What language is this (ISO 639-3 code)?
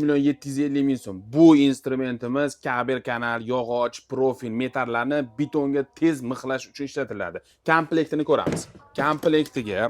uzb